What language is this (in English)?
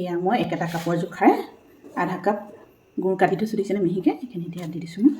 Assamese